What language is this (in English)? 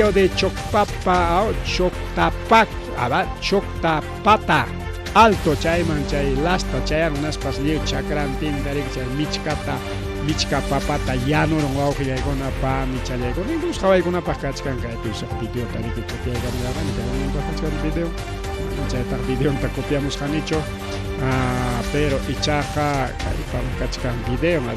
Ayacucho Quechua